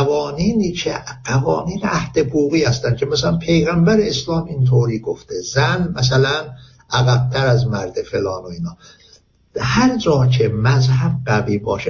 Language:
Persian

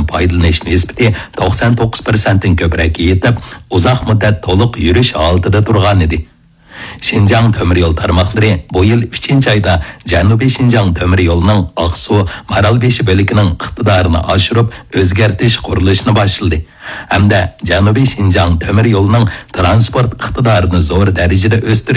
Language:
Uyghur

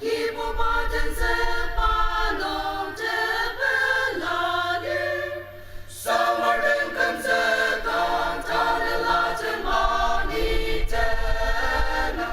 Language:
Ao Naga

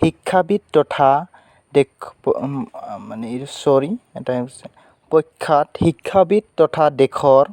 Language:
Assamese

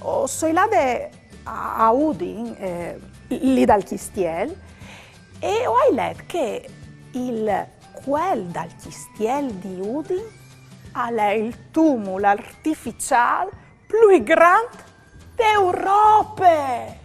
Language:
Friulian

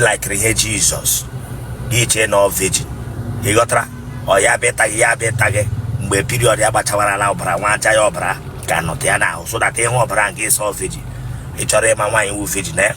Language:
Igbo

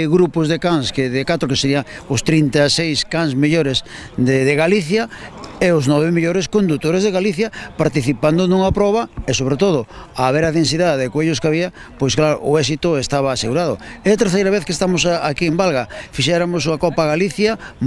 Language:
Galician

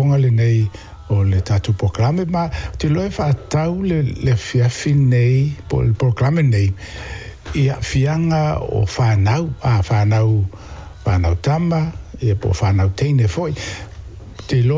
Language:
Samoan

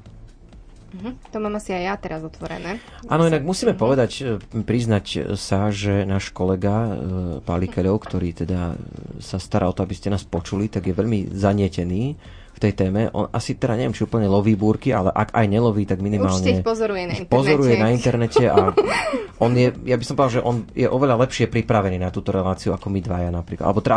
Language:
Slovak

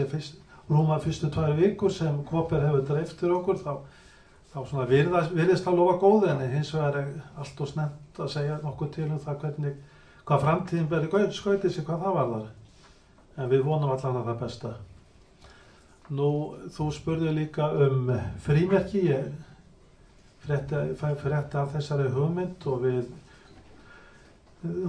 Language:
Icelandic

